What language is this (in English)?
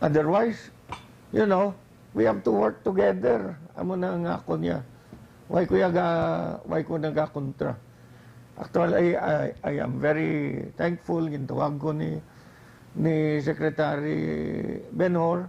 Hiligaynon